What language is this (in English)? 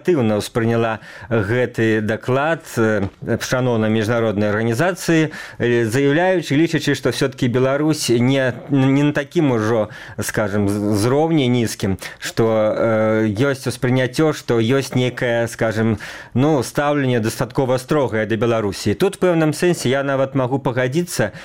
Belarusian